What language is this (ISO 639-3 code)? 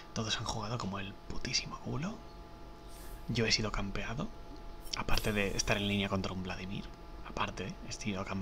spa